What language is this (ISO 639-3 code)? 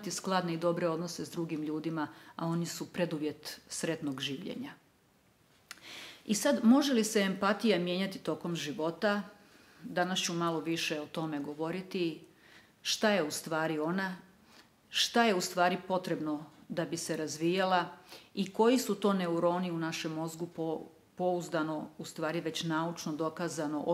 srp